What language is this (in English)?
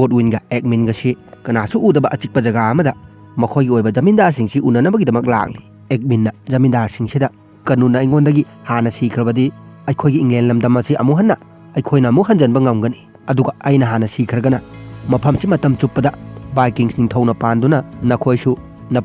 Manipuri